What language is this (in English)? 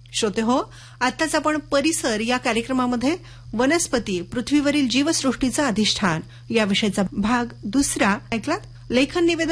Marathi